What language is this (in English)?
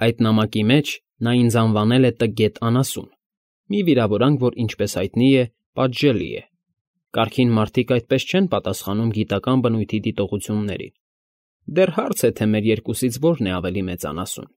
Armenian